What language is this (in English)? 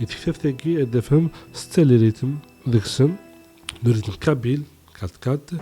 Kabyle